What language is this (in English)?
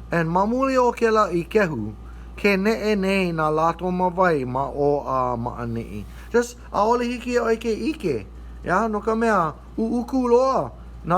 Hawaiian